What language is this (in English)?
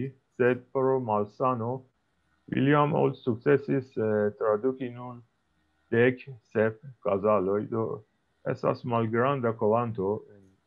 Esperanto